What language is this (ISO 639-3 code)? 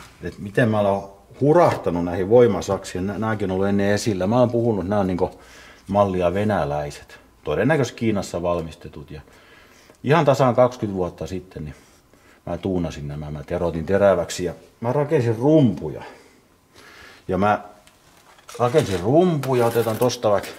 fin